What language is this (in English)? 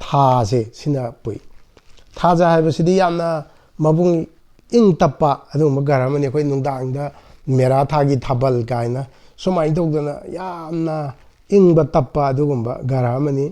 Manipuri